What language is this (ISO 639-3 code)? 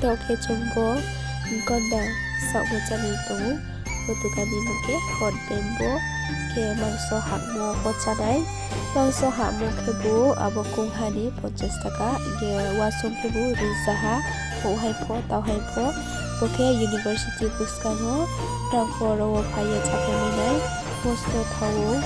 ria